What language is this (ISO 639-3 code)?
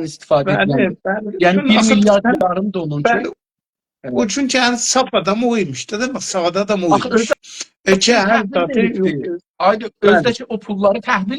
azb